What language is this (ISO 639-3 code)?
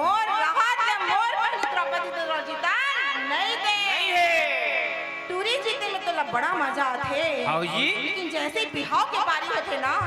hne